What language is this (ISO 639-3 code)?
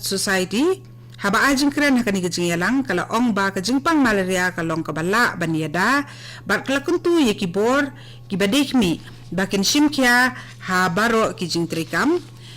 kha